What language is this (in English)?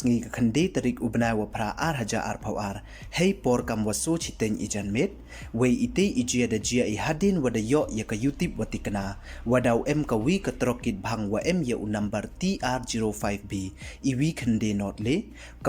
Pnar